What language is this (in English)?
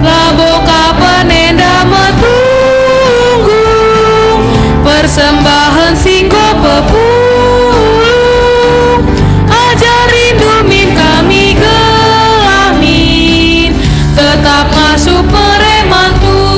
Batak Karo